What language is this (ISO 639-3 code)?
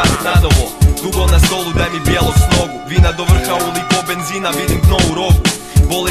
hrv